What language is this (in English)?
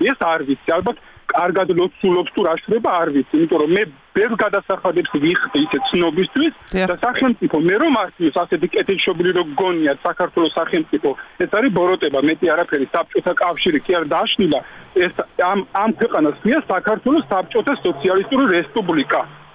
Georgian